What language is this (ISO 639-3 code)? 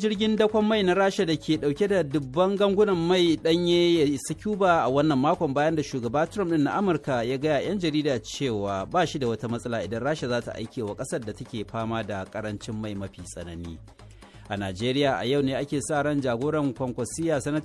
hau